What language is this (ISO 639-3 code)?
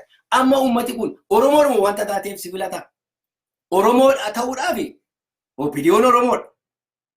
orm